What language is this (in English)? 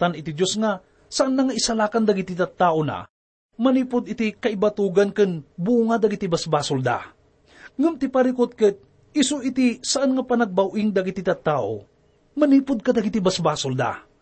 Iloko